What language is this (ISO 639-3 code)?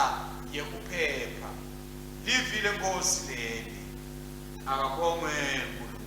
ssw